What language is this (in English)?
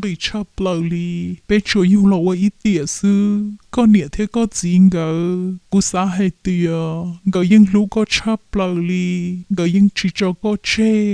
Hmong